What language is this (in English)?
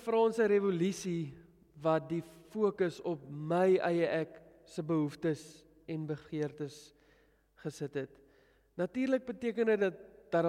Afrikaans